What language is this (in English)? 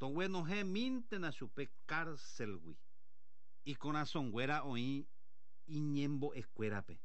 Guarani